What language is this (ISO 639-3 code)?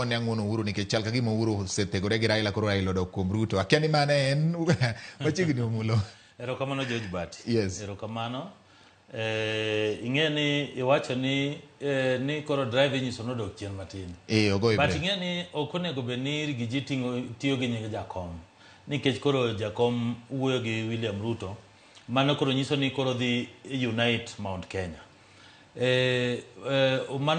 luo